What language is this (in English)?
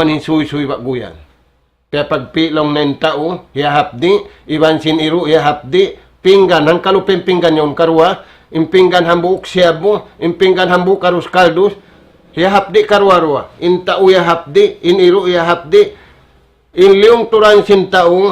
Tausug